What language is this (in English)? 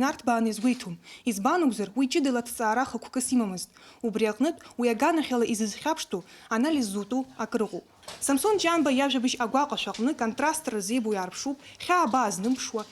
Abkhazian